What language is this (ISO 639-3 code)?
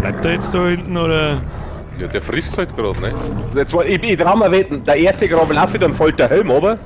bar